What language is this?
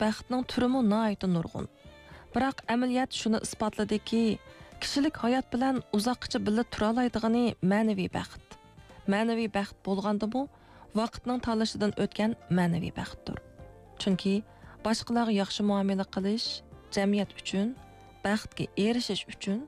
Uyghur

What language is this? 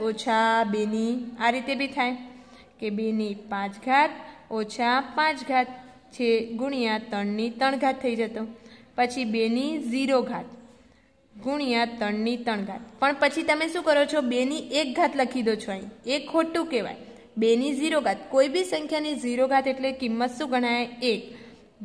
Gujarati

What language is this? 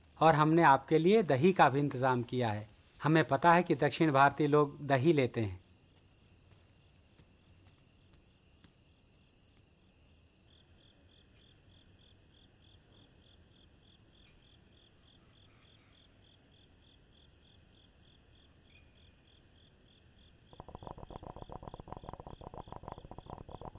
Hindi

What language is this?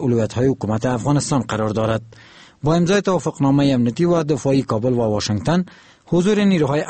Persian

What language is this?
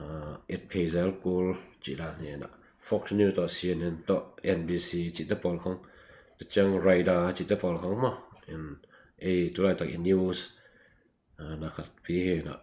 Tedim Chin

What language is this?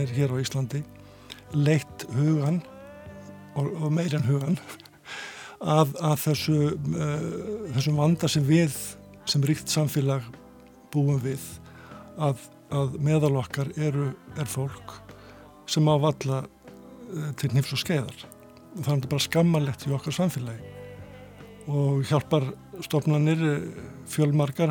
Icelandic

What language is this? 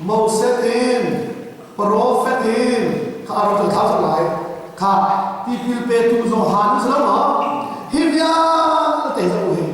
Hakha Chin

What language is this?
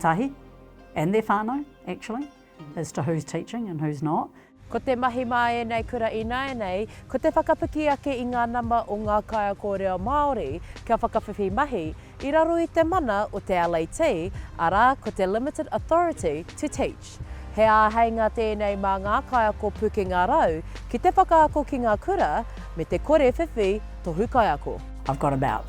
Māori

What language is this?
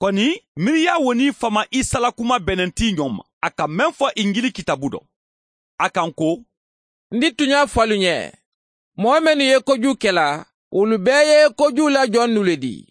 Mandingo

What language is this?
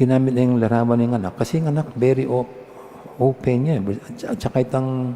Pampanga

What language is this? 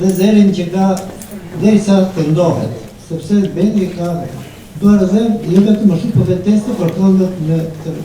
Albanian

